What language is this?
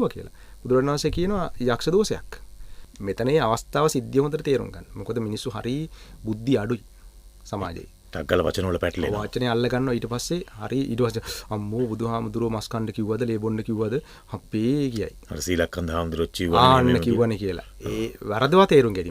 Sinhala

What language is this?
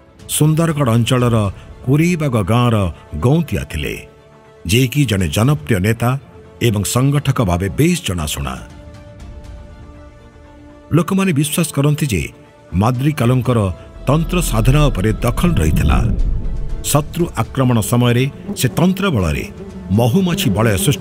Odia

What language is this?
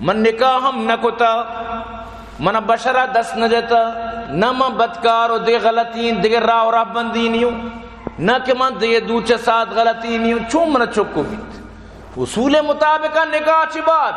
Baluchi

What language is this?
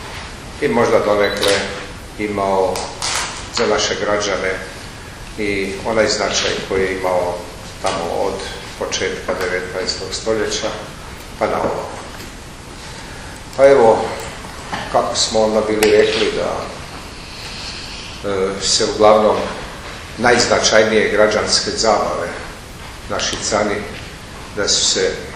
Croatian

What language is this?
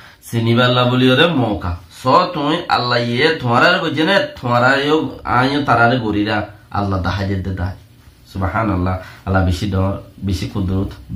Rohingya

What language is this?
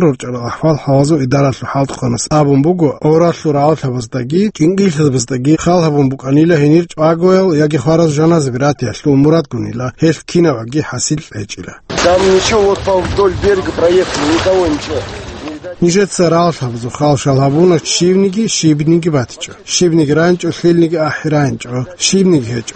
Avaric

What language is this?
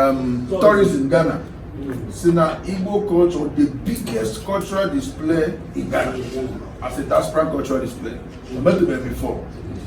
Igbo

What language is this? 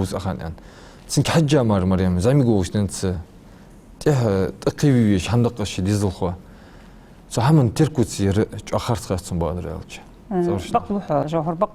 Ingush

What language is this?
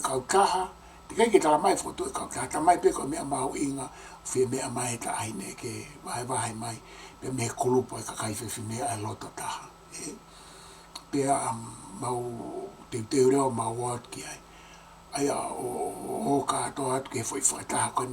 Tongan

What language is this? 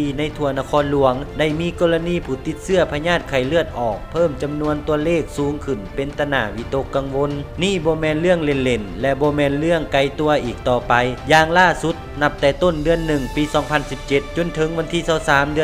Lao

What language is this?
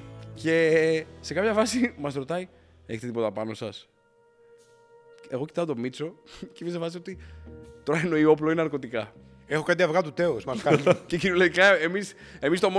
Greek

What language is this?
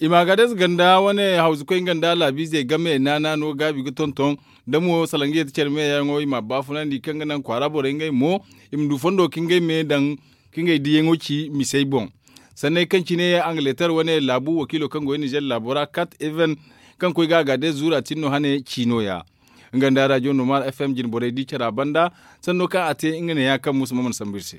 Zarma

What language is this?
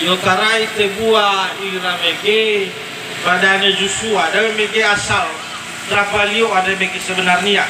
Nias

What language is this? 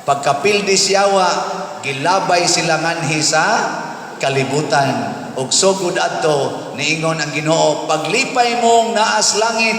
Cebuano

